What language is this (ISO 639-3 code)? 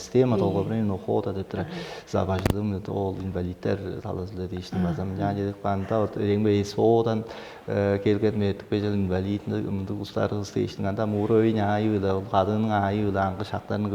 tyv